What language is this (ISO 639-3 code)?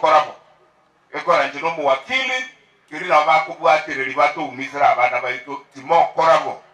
guz